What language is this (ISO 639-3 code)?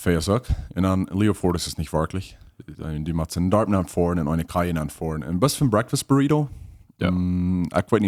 pdt